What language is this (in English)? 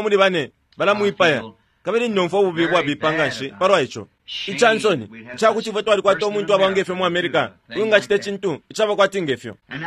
Bemba